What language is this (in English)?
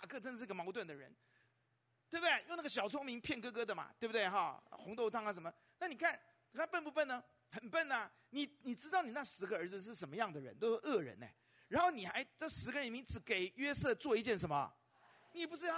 Chinese